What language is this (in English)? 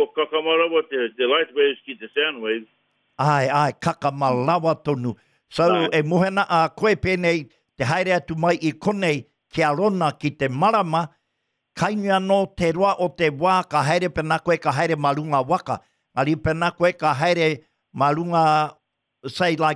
Māori